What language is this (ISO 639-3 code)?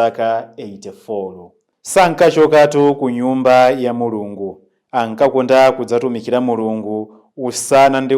nya